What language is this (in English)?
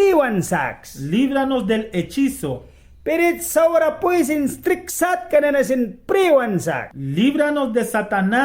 Mískito